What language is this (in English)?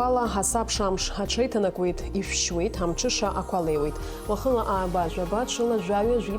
Abkhazian